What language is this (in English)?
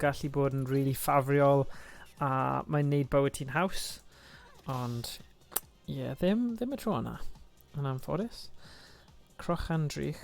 Welsh